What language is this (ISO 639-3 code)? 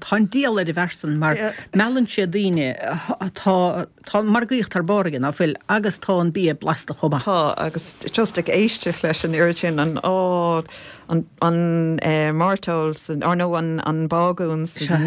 gle